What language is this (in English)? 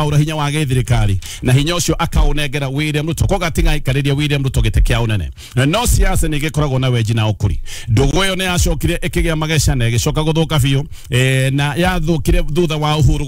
Kikuyu